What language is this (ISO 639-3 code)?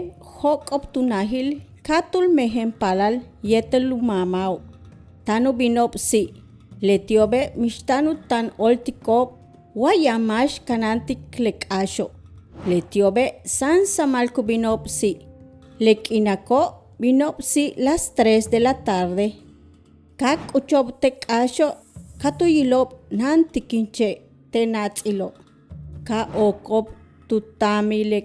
yua